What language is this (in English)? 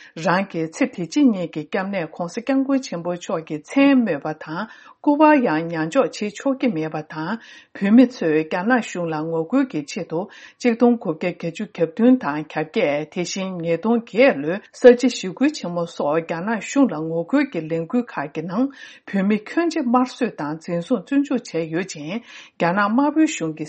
Tibetan